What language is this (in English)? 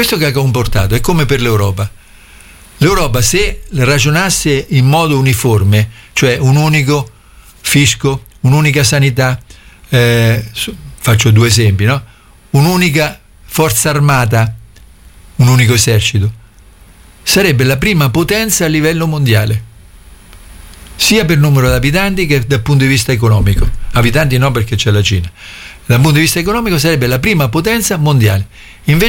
Italian